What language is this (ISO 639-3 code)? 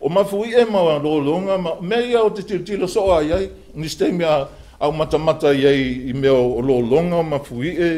smo